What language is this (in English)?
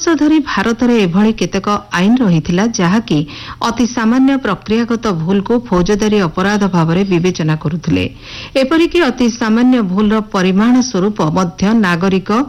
Odia